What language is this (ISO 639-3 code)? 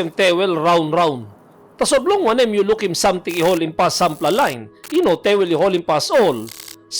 tpi